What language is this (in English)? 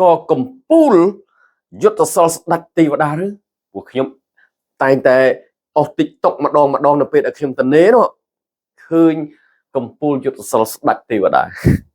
Khmer